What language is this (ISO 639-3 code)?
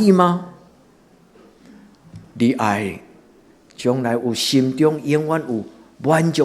nan